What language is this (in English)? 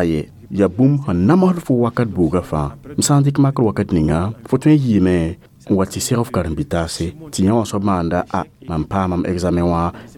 Mossi